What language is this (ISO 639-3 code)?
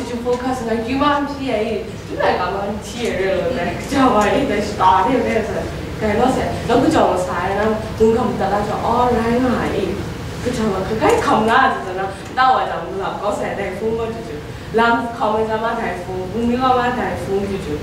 kac